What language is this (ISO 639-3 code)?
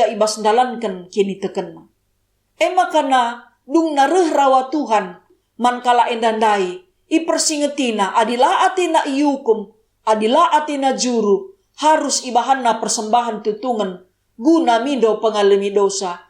btx